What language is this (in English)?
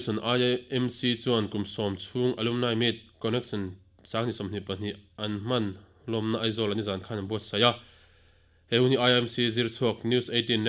Mizo